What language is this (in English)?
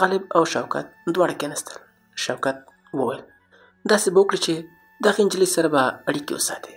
Pashto